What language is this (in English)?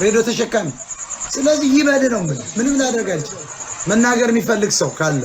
Amharic